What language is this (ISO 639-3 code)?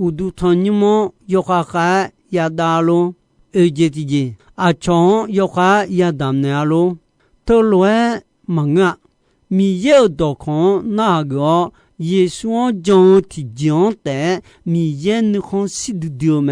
ahk